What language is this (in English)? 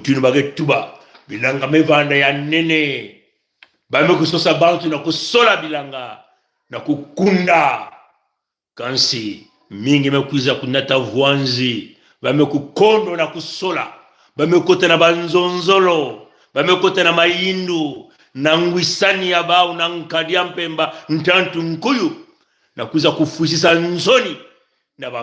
Kituba (Congo)